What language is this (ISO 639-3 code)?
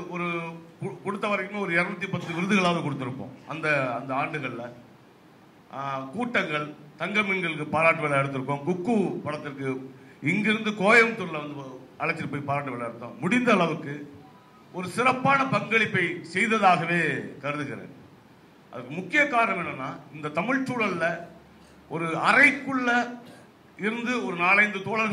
tam